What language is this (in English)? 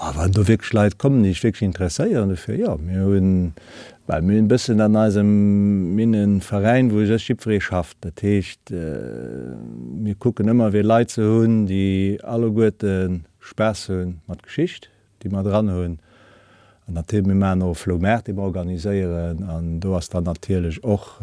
Luxembourgish